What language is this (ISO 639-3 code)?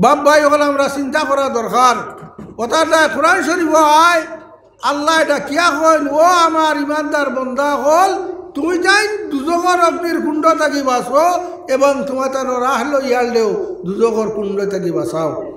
syl